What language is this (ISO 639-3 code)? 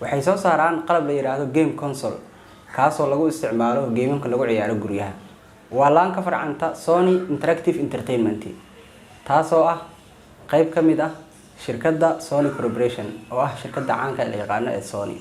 som